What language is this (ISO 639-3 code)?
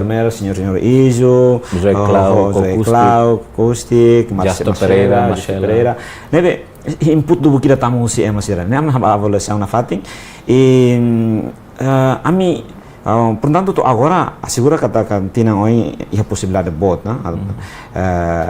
tet